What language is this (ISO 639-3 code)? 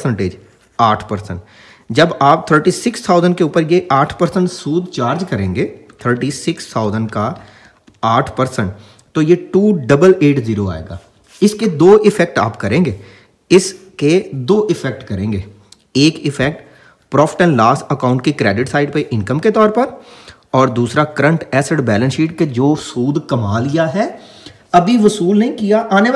hin